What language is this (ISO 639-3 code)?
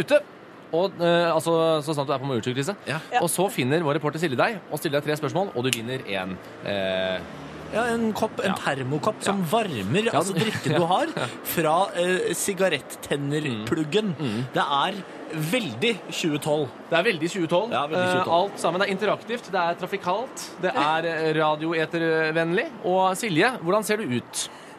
nor